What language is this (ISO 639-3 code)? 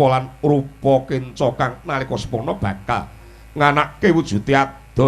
jav